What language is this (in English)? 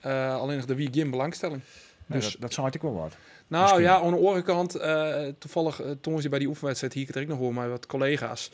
Western Frisian